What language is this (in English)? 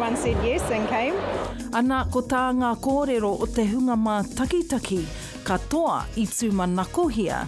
Māori